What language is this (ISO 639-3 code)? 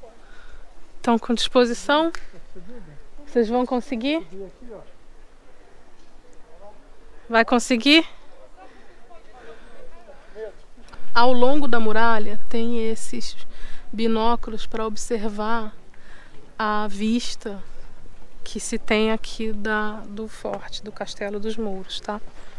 por